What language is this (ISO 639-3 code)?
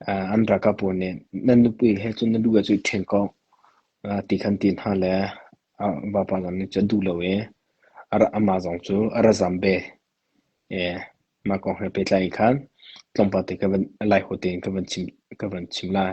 cnh